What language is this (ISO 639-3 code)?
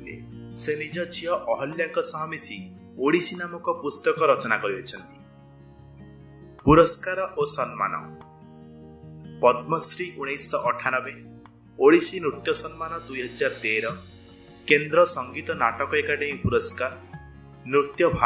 ori